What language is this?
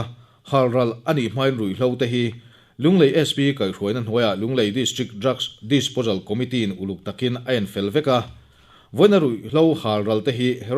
Mizo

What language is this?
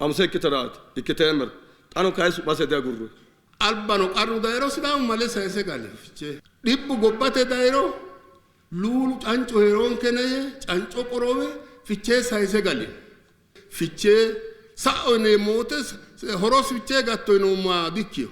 Sidamo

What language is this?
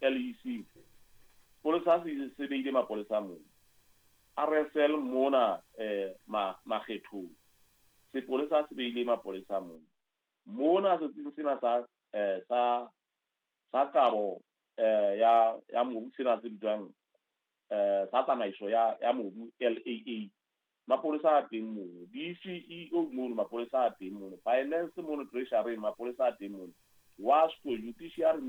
Southern Sotho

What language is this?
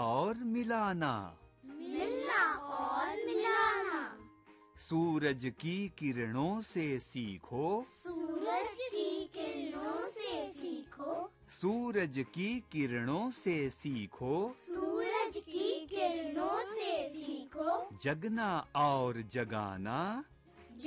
Hindi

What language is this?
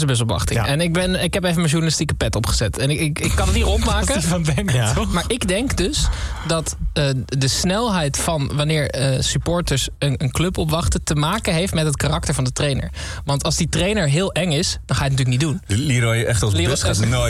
Dutch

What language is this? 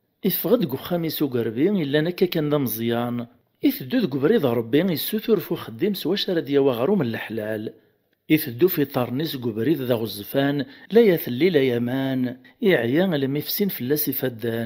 Kabyle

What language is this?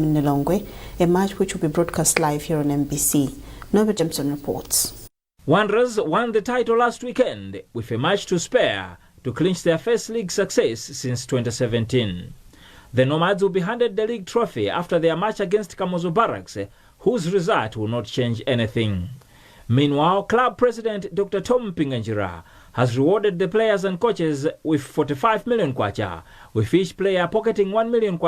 English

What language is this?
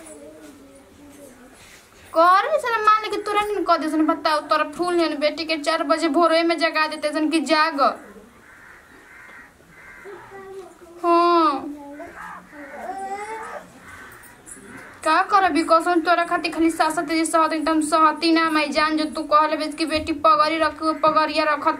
Bhojpuri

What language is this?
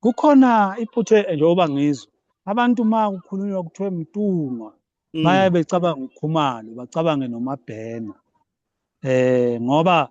Zulu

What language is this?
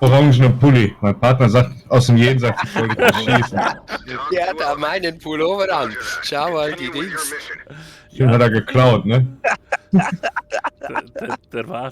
Swiss German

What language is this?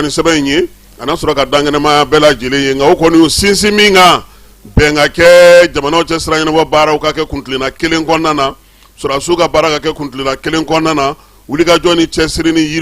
Bambara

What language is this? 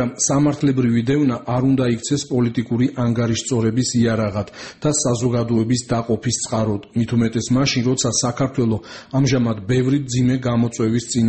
Georgian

